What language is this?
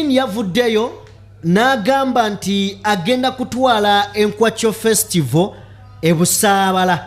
Ganda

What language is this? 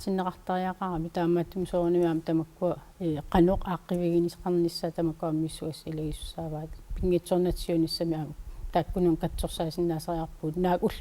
Kalaallisut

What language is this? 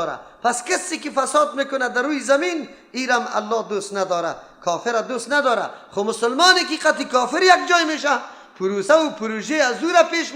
Persian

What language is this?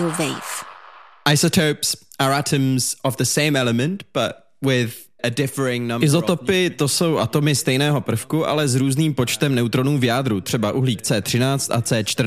Czech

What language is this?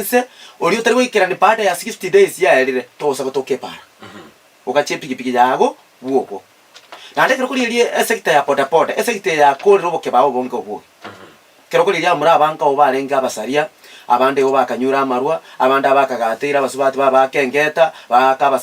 Gusii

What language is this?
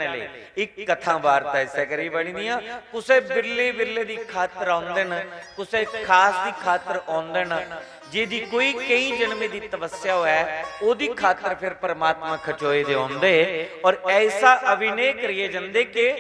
Dogri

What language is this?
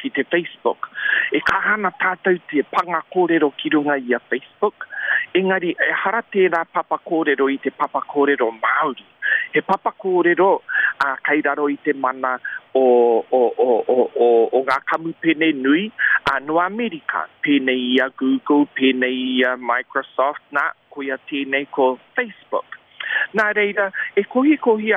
Māori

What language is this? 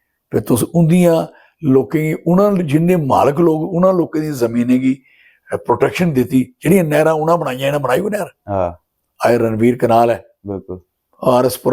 Dogri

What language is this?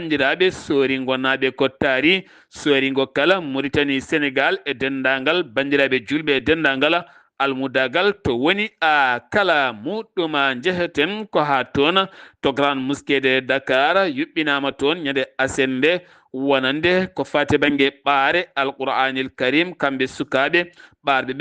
Fula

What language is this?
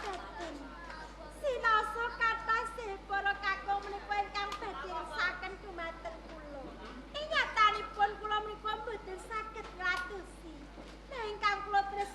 Javanese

